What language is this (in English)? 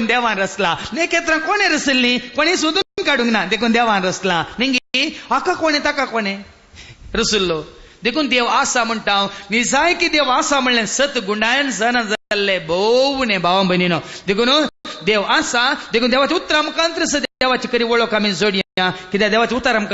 Konkani